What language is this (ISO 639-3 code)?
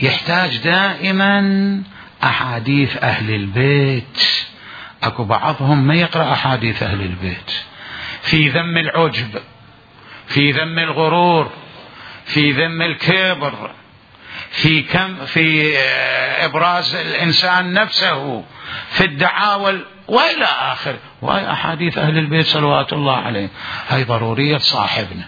acm